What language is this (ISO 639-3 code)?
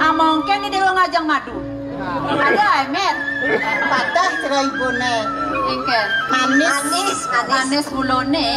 ban